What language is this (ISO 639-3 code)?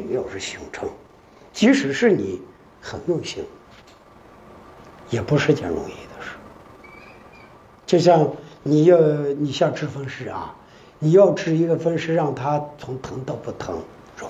zho